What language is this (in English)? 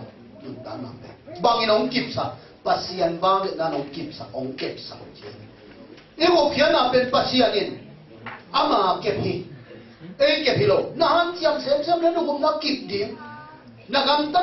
Tedim Chin